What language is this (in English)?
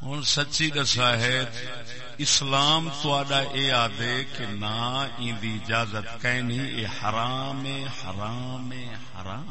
Saraiki